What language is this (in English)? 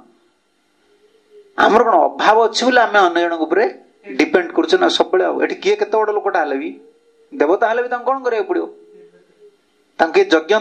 Odia